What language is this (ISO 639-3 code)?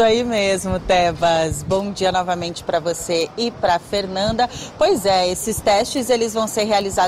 por